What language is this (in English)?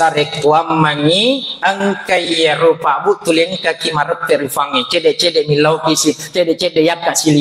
Buginese